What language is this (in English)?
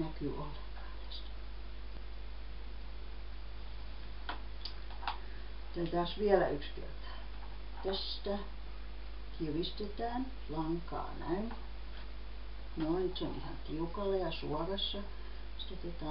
Finnish